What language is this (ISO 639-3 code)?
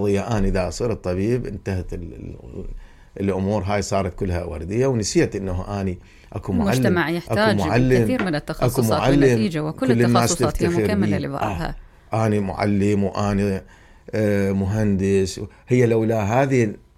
acm